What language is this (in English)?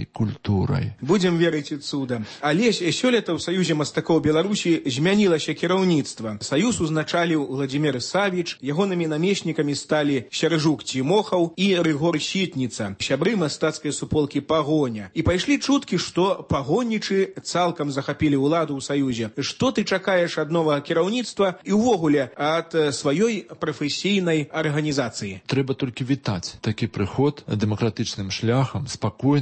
Belarusian